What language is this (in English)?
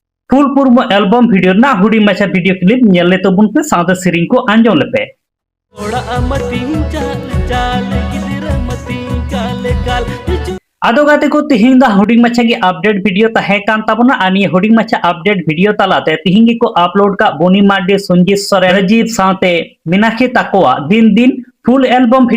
Santali